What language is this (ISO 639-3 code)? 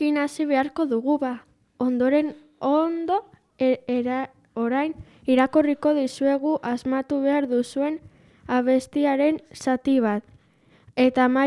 eus